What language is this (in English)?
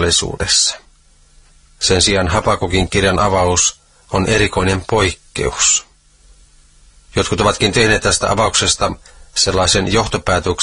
Finnish